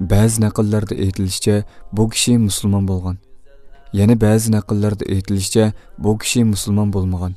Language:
Uyghur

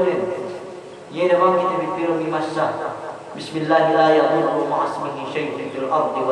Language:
Yakan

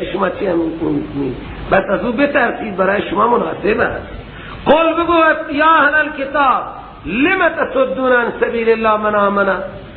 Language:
Persian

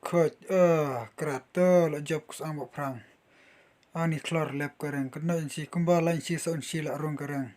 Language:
Khasi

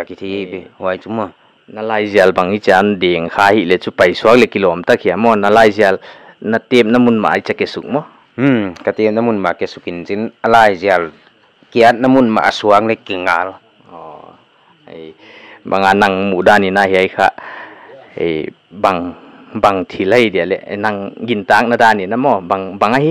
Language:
Paite Chin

